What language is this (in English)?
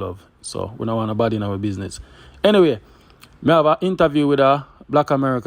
Jamaican Creole English